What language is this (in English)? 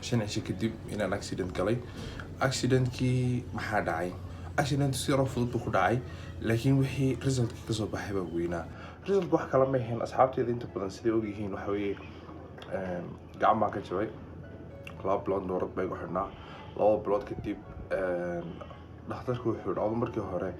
Somali